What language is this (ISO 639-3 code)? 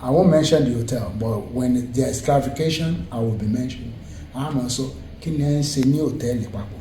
yor